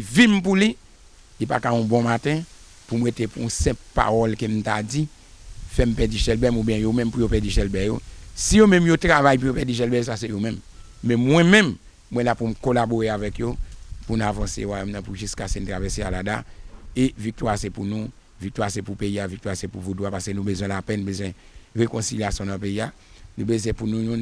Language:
Haitian Creole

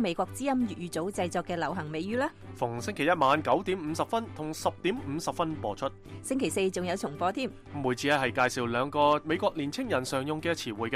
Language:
Cantonese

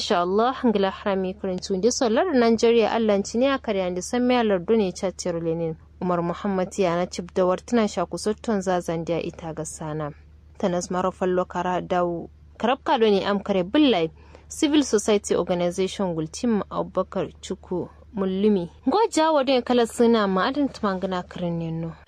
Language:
Kanuri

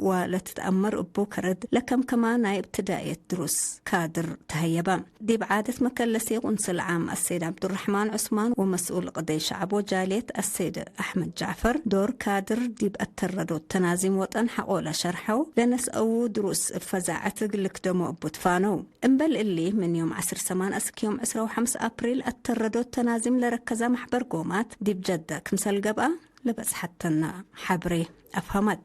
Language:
Tigre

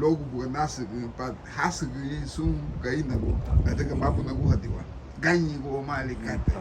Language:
Garifuna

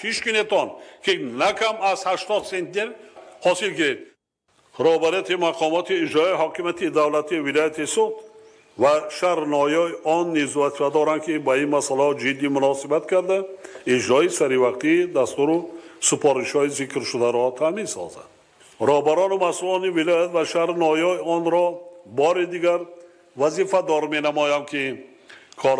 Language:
Tajik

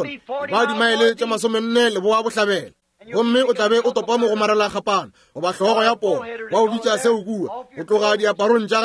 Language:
Northern Sotho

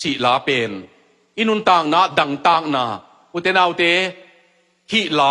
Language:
Tedim Chin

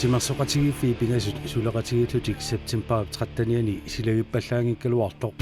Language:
Kalaallisut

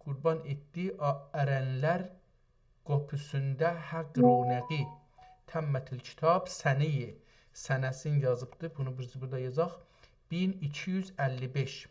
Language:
South Azerbaijani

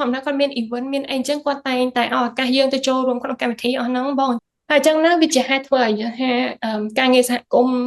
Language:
Khmer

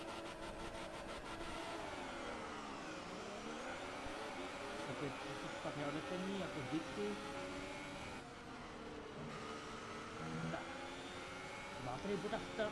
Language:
Czech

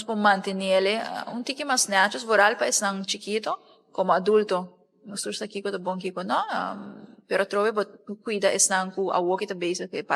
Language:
Papiamento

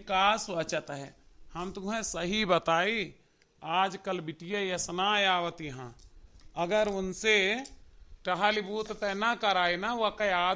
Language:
Awadhi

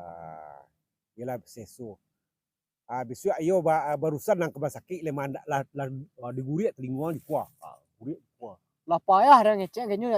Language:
Minangkabau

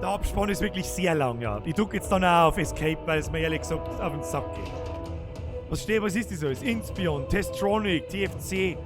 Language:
Bavarian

